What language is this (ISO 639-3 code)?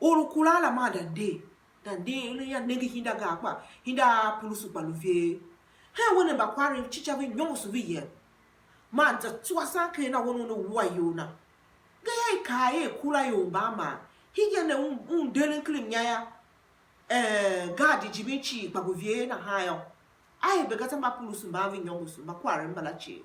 tiv